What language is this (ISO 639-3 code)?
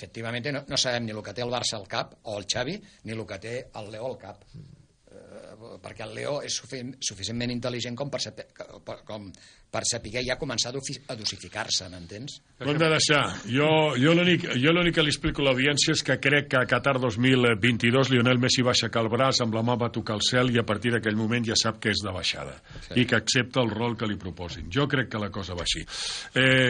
cat